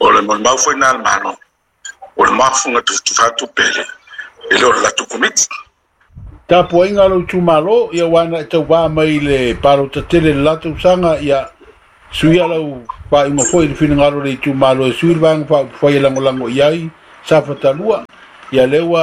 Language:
Samoan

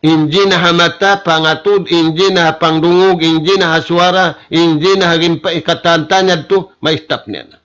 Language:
Tausug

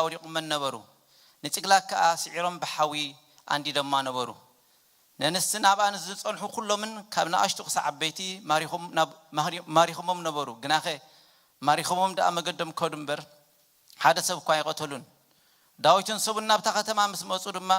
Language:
Tigrinya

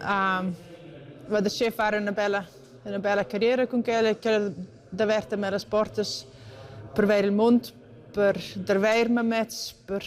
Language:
Romansh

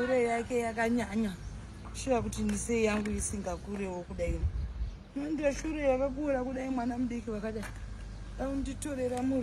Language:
Shona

